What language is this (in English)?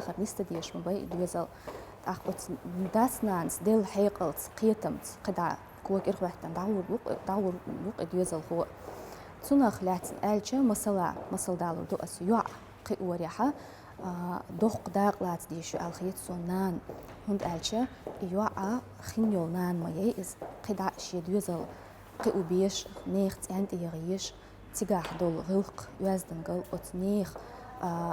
Chechen